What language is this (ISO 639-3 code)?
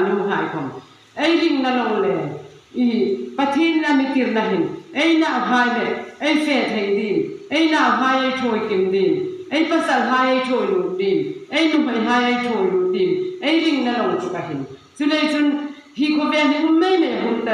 hmr